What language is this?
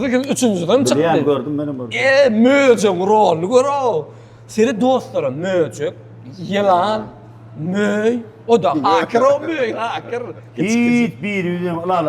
Turkmen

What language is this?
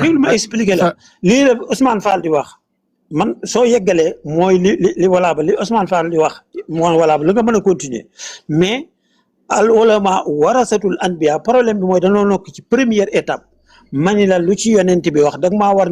Wolof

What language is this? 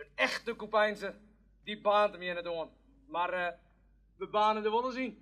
Western Frisian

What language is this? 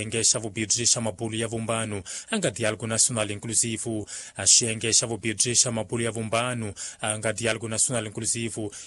Tsonga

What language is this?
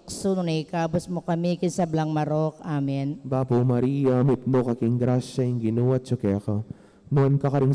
Pampanga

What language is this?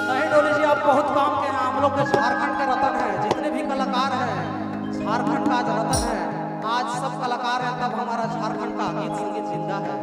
Sadri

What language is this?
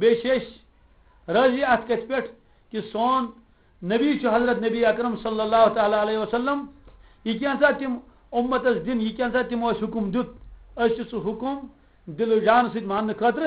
Kashmiri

